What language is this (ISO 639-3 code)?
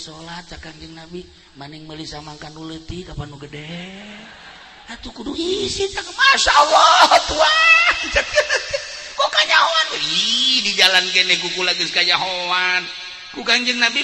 sun